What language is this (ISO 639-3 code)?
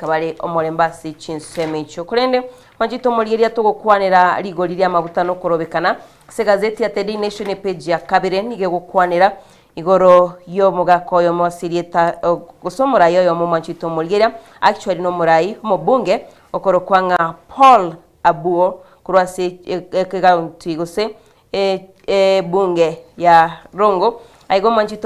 guz